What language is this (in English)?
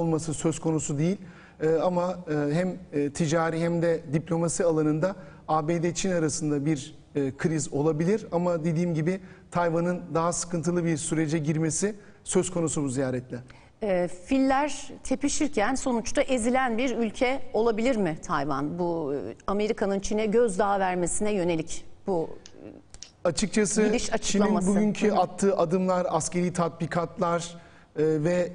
Turkish